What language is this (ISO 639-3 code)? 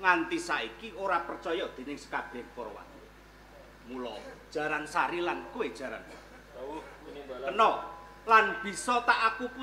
jav